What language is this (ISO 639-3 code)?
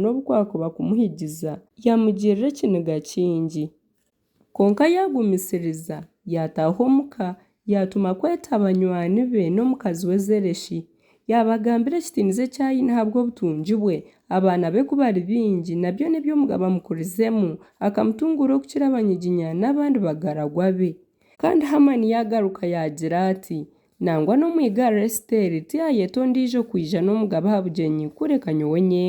nyn